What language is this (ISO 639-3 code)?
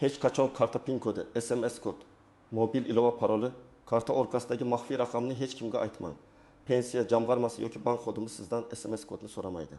uzb